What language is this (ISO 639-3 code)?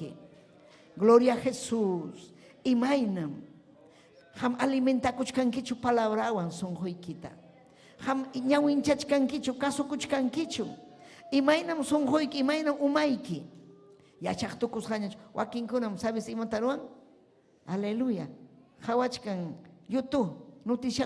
quy